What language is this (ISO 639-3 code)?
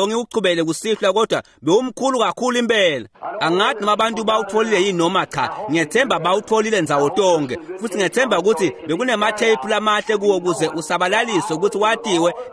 ssw